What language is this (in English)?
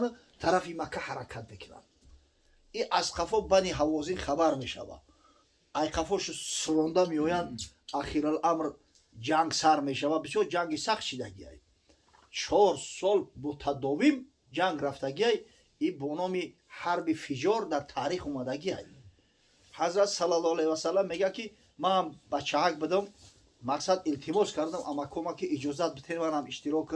Tajik